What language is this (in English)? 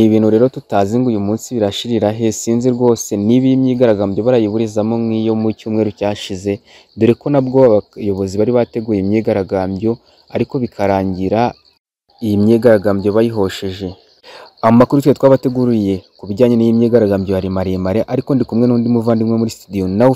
Kinyarwanda